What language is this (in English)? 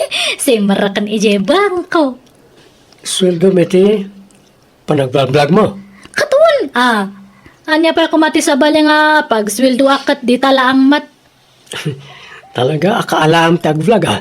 Iloko